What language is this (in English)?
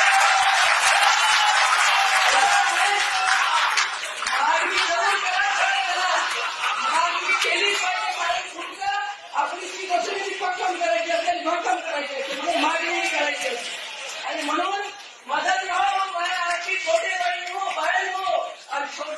Marathi